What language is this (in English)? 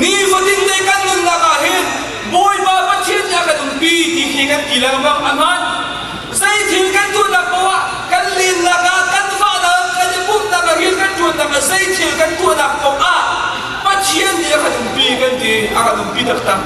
Hakha Chin